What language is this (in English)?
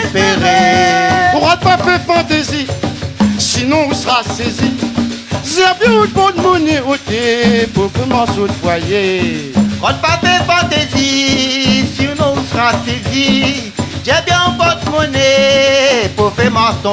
Réunion Creole French